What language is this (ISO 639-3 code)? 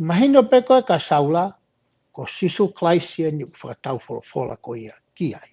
ton